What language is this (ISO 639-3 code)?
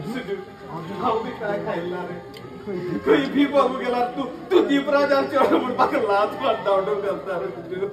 kok